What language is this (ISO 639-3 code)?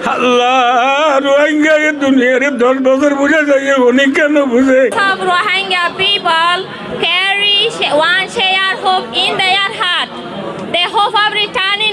rhg